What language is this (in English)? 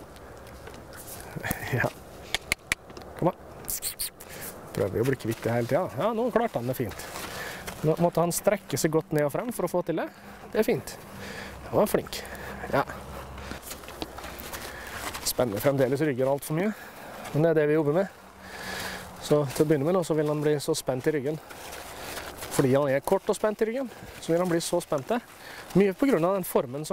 Norwegian